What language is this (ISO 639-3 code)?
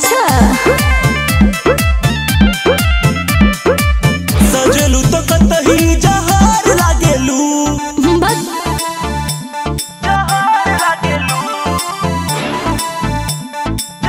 bho